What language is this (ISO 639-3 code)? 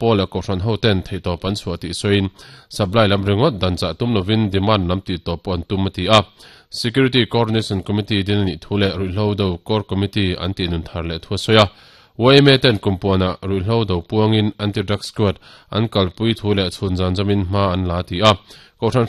lus